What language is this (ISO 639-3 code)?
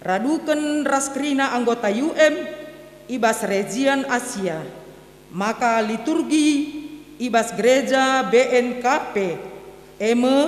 btx